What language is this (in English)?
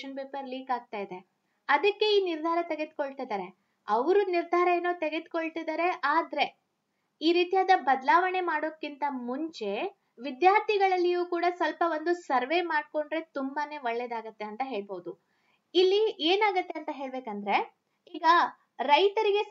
Kannada